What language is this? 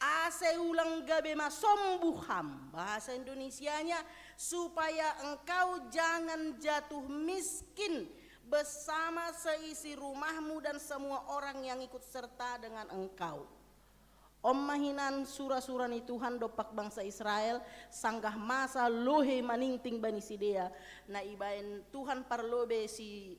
Batak Simalungun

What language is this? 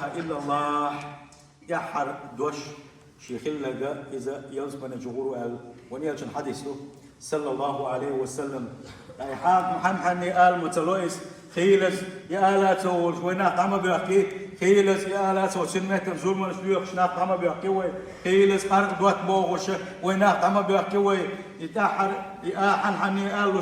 Chechen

